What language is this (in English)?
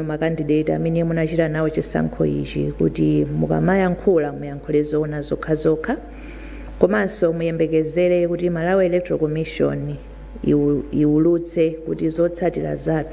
Nyanja